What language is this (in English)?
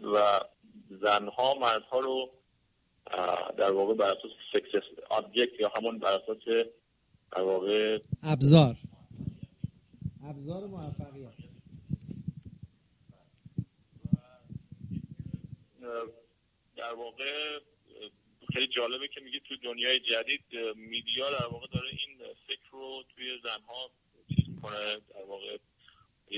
Persian